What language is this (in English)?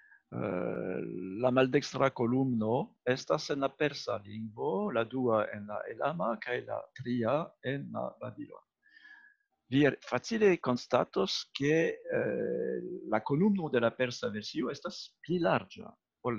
Esperanto